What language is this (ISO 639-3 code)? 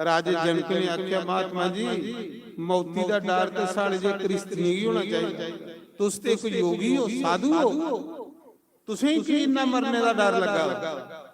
doi